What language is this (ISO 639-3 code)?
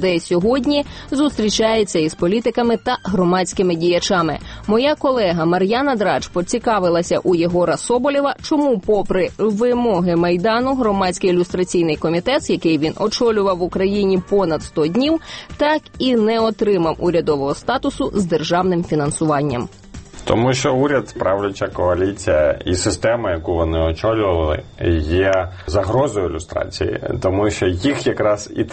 ukr